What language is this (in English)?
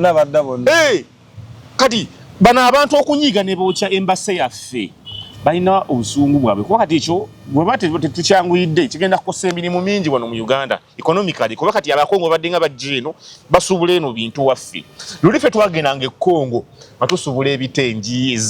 Ganda